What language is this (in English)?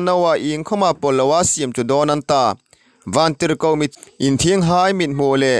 Hmar